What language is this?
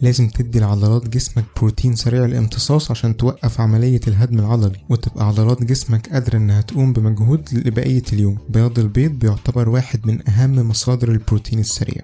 Egyptian Arabic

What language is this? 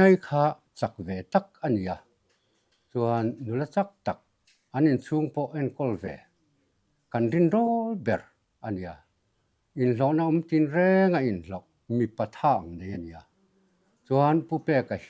Mizo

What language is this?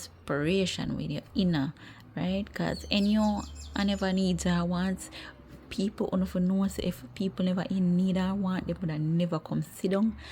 Jamaican Creole English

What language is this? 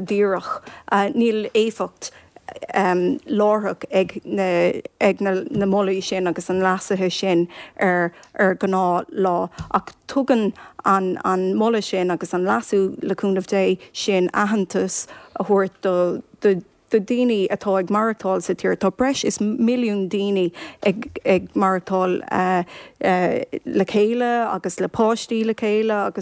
Irish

